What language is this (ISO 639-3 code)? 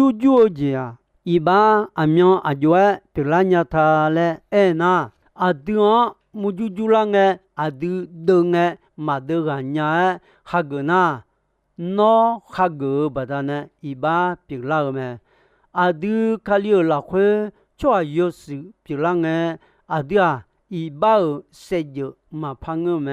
ahk